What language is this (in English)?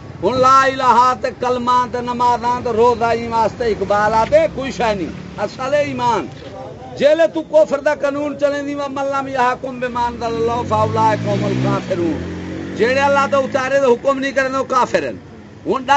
Saraiki